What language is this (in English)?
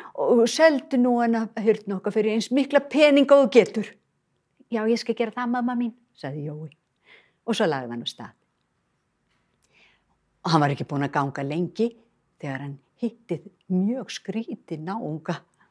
Icelandic